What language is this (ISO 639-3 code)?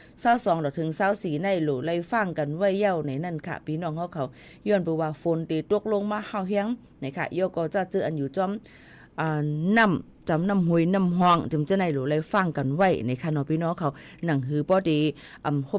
shn